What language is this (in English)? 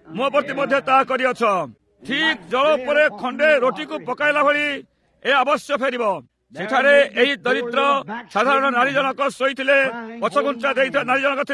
Odia